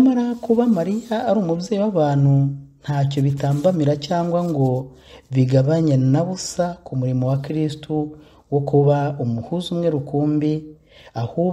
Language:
Kinyarwanda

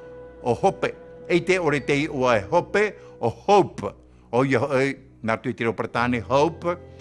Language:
Tahitian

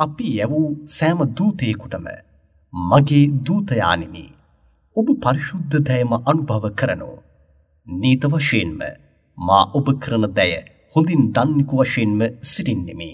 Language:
Sinhala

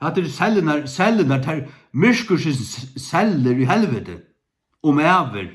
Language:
Faroese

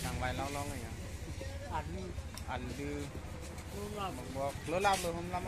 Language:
Karbi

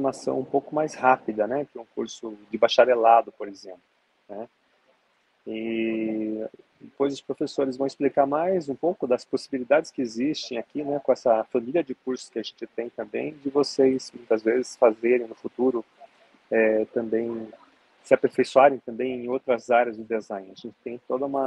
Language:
Portuguese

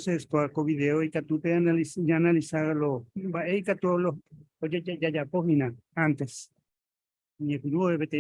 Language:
Guarani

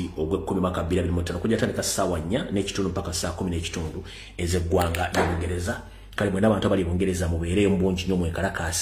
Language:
Ganda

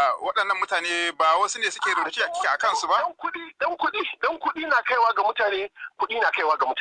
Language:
Hausa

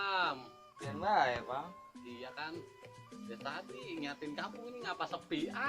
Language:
Betawi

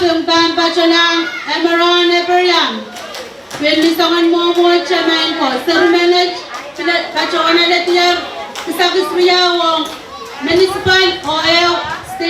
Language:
Pohnpeian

